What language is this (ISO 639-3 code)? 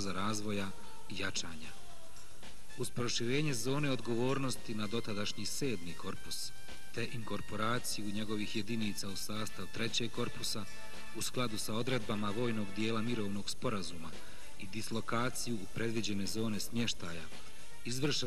bos